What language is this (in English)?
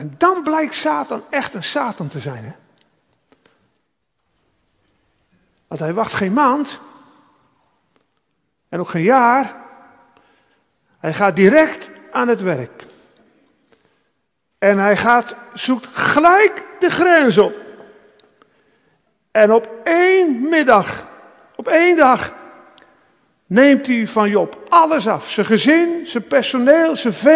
Dutch